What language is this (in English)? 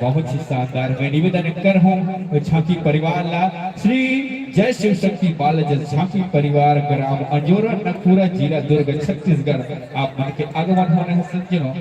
Chhattisgarhi